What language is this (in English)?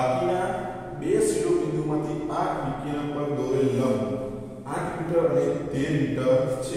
Gujarati